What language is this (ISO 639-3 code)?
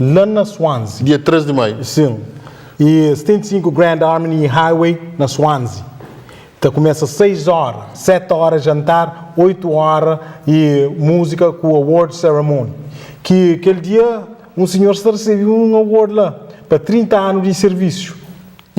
kea